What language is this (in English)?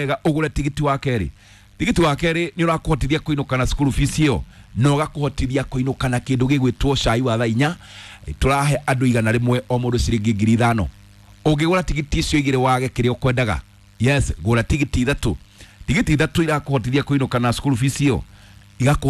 Kikuyu